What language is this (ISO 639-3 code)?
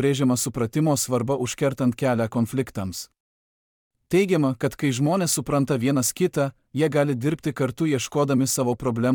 lit